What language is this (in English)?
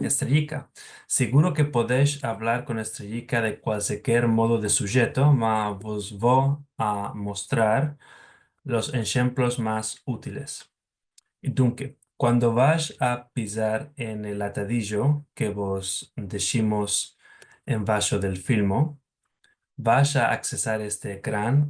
Ladino